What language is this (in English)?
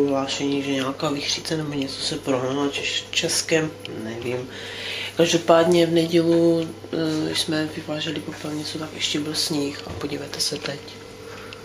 Czech